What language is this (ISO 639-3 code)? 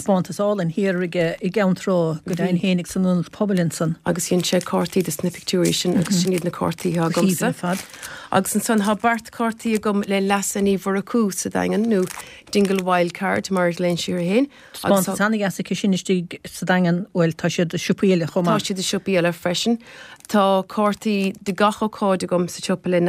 gle